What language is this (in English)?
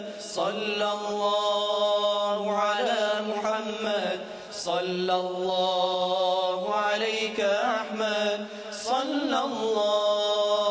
Kumyk